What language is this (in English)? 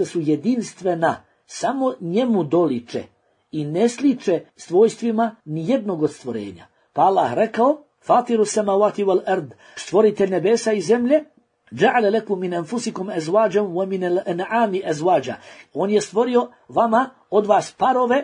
Bosnian